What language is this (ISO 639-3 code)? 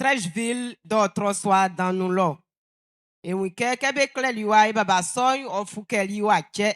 bci